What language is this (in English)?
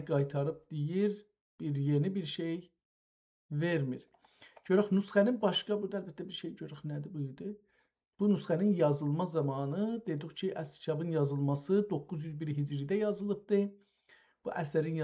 South Azerbaijani